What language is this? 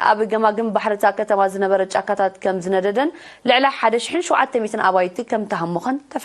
Tigrinya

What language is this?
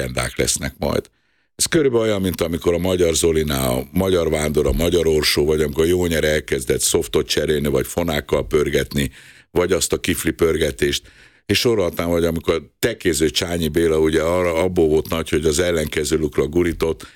Hungarian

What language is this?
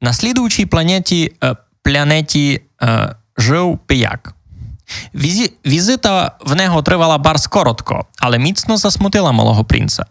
Rusyn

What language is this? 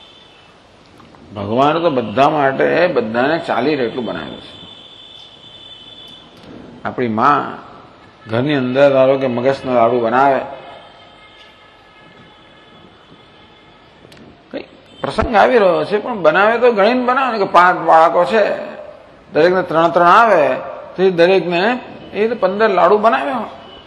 Gujarati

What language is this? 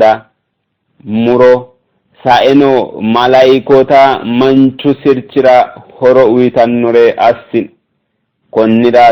Sidamo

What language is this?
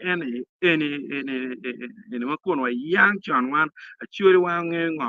Acoli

